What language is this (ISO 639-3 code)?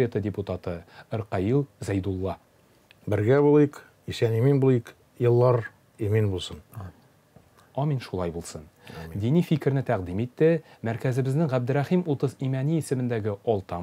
tat